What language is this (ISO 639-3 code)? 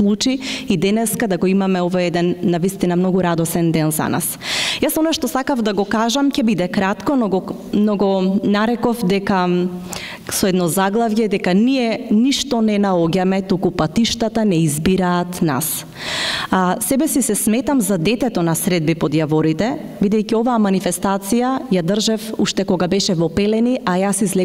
mkd